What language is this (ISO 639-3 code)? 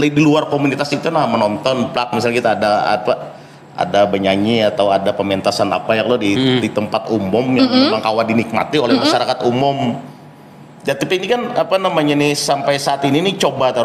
bjn